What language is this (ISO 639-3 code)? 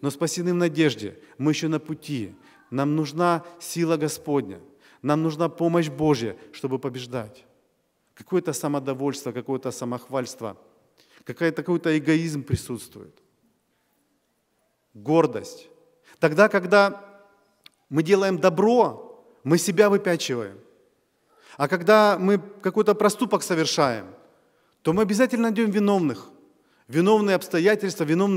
rus